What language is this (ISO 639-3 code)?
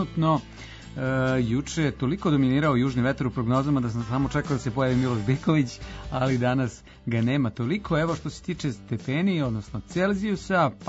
srp